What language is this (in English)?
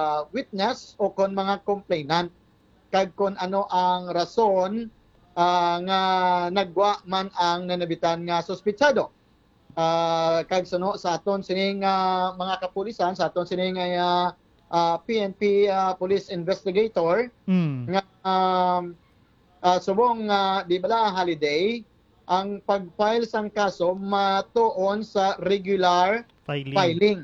Hiligaynon